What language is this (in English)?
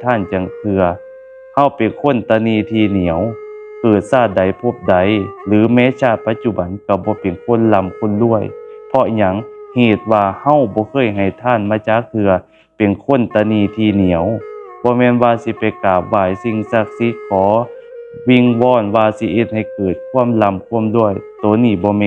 Lao